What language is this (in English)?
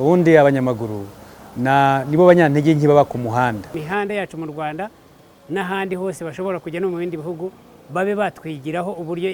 Kinyarwanda